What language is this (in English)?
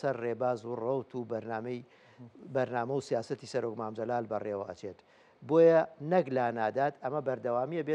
Central Kurdish